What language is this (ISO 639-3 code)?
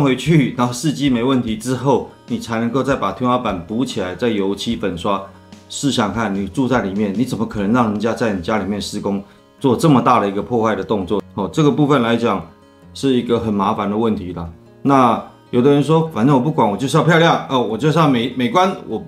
zho